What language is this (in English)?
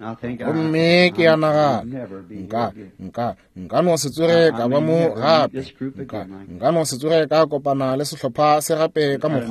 Northern Sotho